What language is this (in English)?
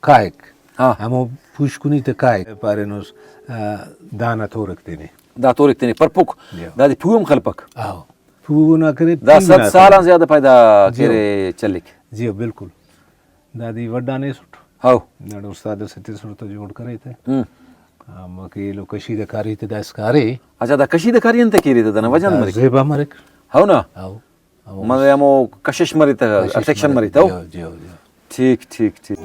Brahui